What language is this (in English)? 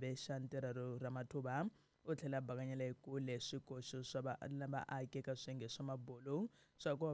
Tsonga